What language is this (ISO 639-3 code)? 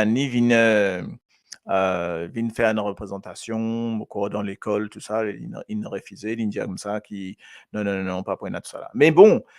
mfe